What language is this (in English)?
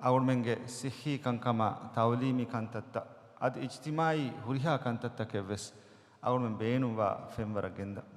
Divehi